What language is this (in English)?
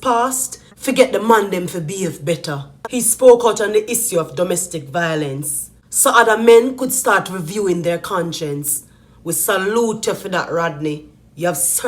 Jamaican Creole English